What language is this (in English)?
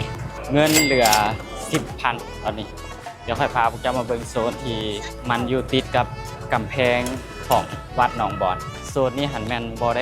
Lao